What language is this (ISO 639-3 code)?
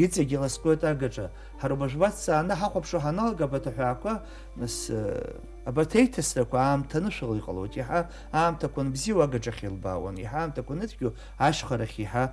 abk